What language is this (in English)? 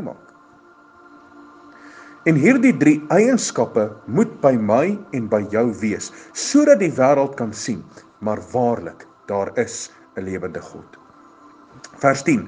Afrikaans